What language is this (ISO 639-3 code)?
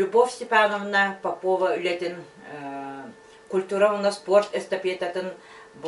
sah